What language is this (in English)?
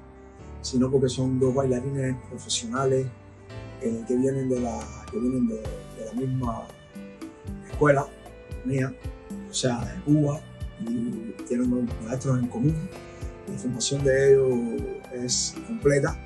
Spanish